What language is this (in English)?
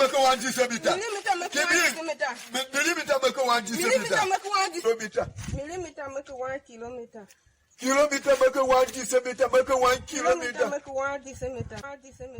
Tiv